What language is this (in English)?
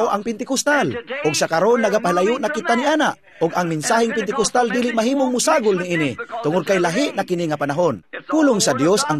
Cebuano